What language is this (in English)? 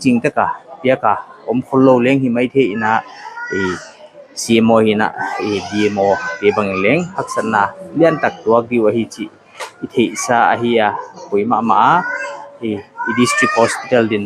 Paite Chin